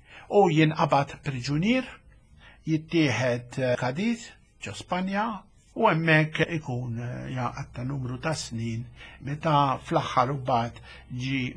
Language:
Maltese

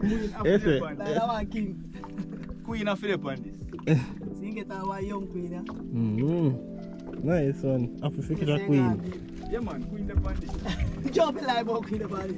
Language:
Jamaican Creole English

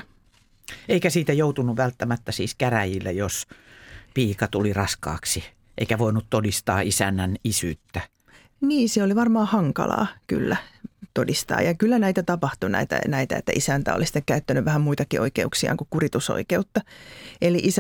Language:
Finnish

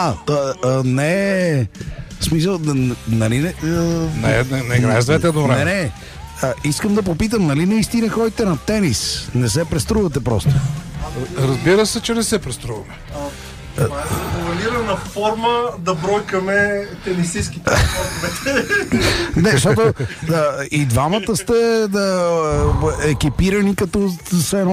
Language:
Bulgarian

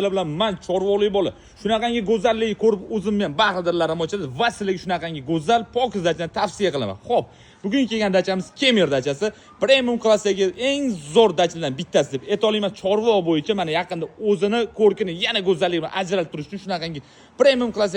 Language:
Uzbek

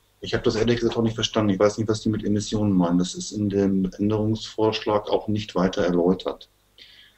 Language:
German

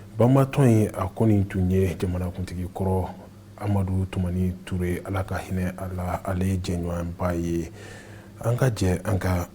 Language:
Bambara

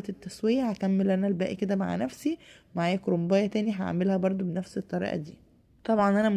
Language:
Egyptian Arabic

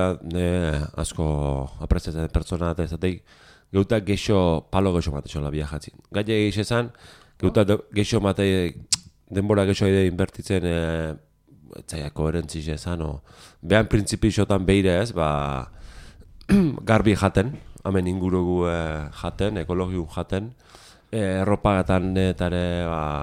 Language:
Basque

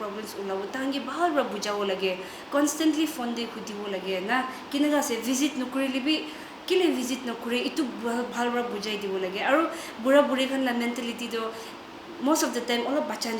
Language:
Naga Pidgin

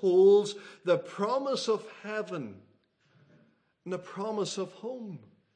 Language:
English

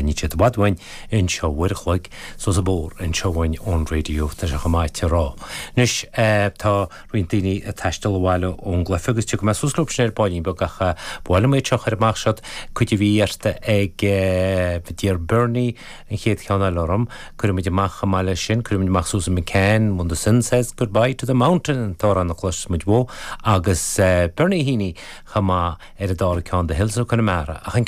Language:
Irish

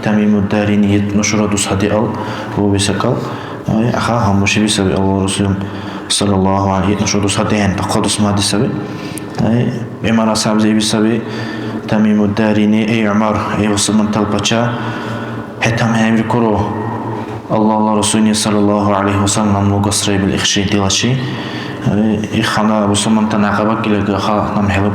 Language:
Dargwa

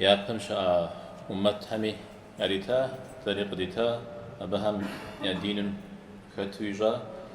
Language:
Kabardian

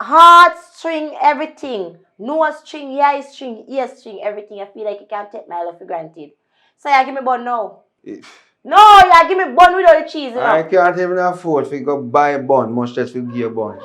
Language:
Jamaican Creole English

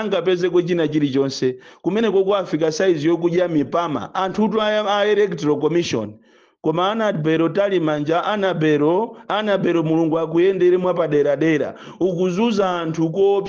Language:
Nyanja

